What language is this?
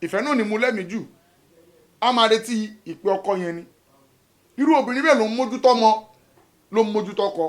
Yoruba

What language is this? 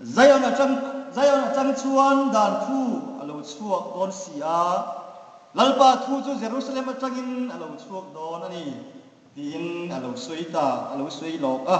Hmar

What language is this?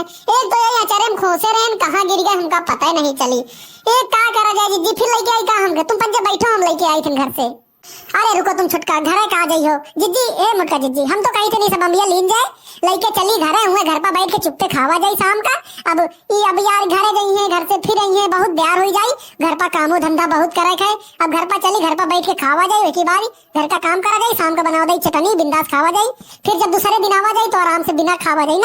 Awadhi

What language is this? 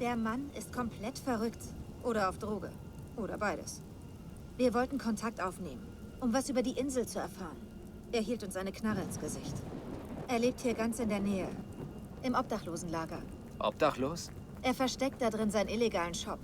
Bavarian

